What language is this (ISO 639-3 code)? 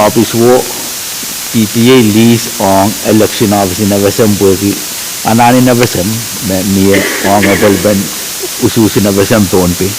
pon